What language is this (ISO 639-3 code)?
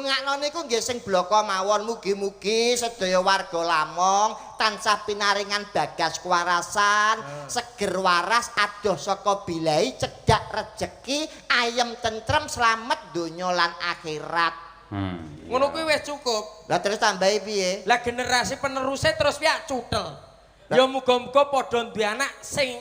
jav